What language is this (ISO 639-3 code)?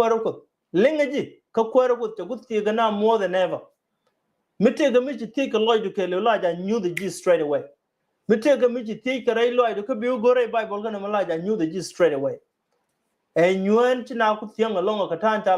nus